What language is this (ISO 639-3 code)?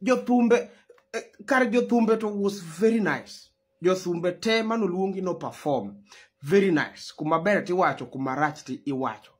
luo